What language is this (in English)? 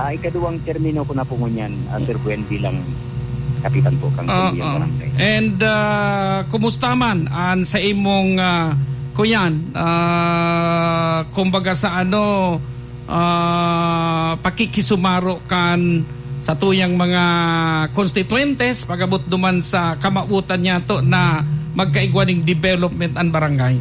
Bikol